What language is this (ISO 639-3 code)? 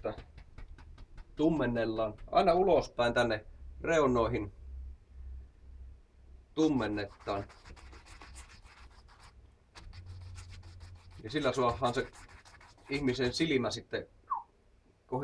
fin